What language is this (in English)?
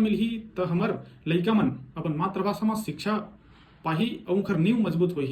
Chhattisgarhi